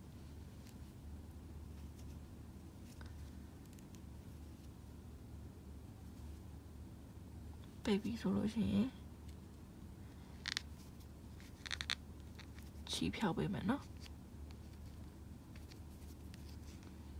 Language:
Burmese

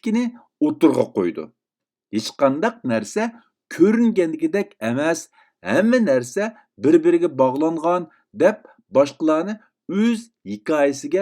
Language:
Uyghur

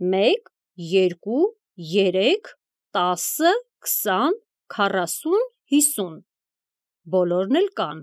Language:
Armenian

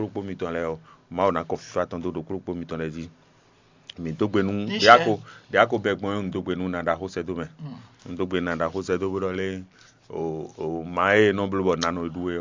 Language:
Fon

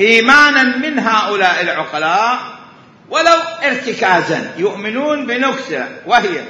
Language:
Mesopotamian Arabic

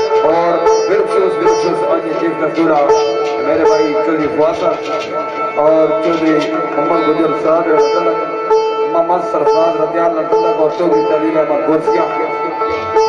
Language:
Hindi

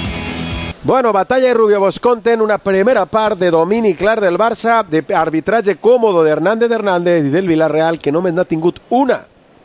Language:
Catalan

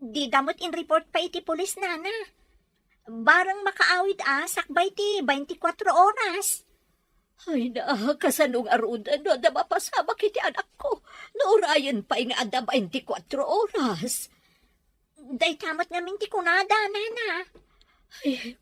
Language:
Iloko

